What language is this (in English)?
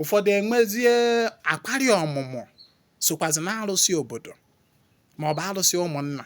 Igbo